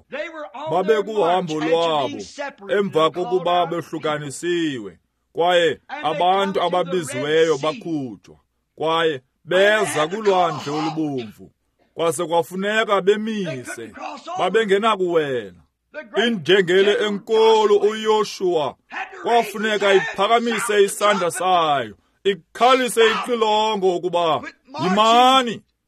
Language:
Xhosa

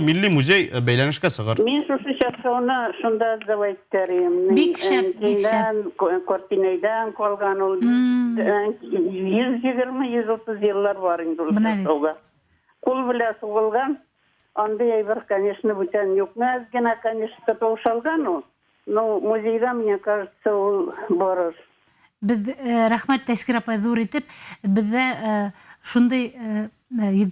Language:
Bashkir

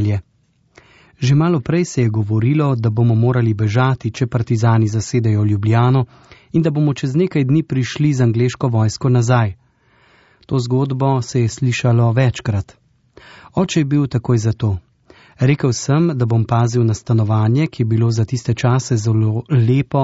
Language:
Slovenian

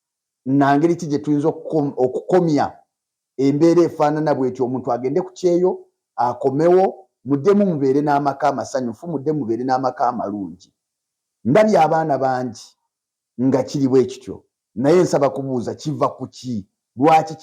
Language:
Ganda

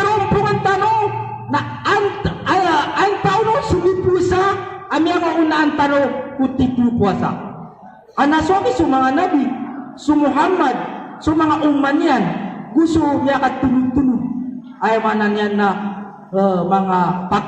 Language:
Maranao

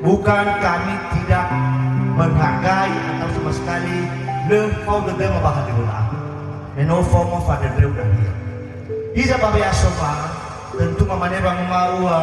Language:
Nias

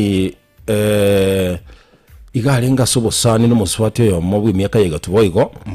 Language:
Gusii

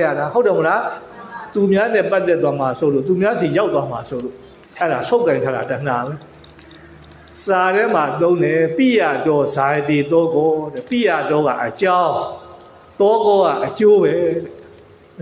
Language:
Burmese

